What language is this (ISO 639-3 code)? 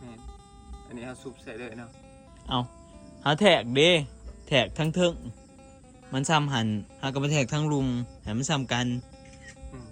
tts